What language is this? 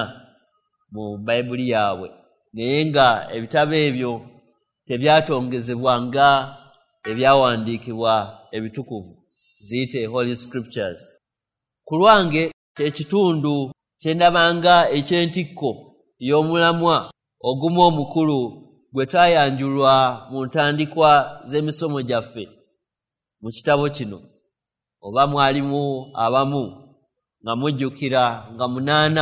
Ganda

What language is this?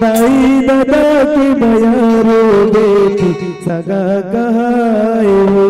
Chhattisgarhi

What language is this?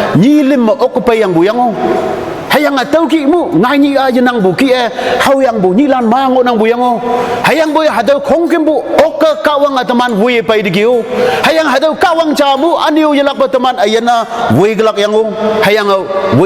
Konyak Naga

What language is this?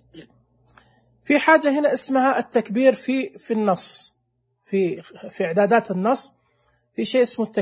Najdi Arabic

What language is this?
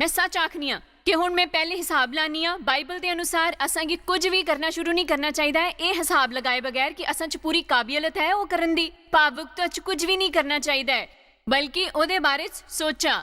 Dogri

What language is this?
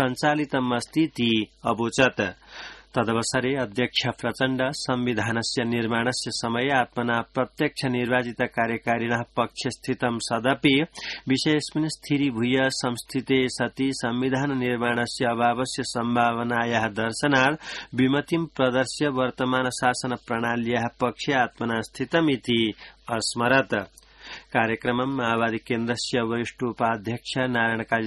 Sanskrit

